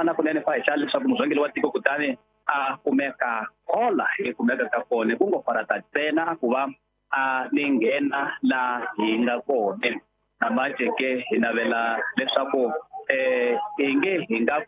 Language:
Tsonga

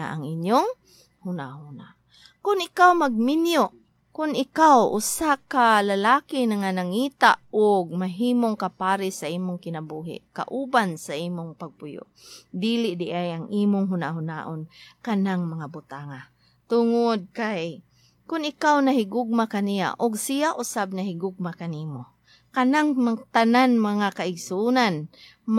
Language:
Cebuano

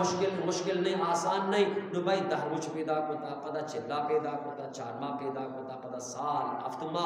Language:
Eastern Balochi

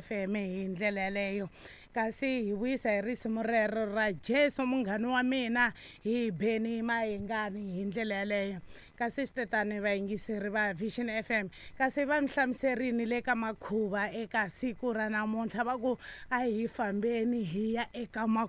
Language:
Tsonga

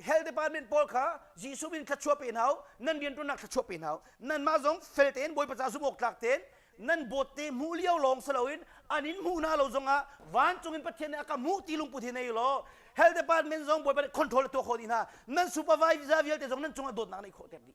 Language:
Hakha Chin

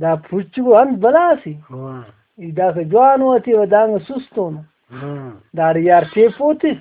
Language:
Brahui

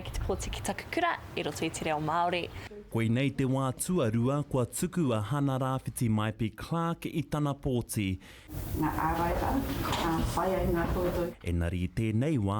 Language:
Māori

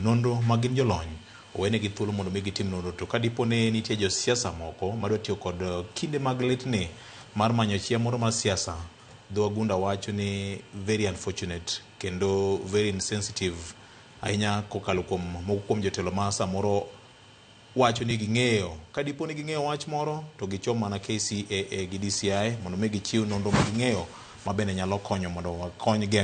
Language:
Luo (Kenya and Tanzania)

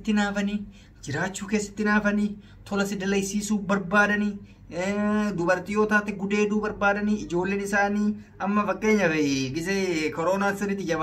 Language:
Oromo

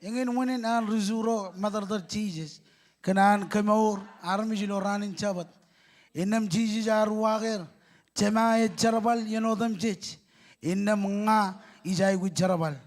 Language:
Marshallese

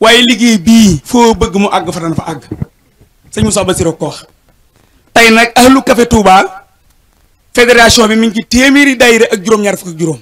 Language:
Wolof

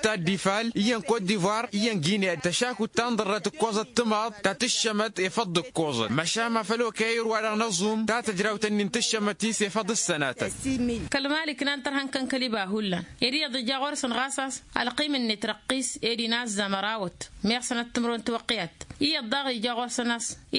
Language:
Tamasheq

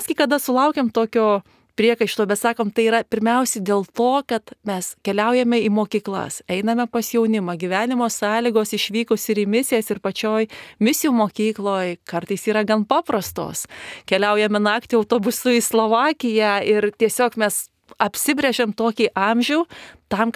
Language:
Lithuanian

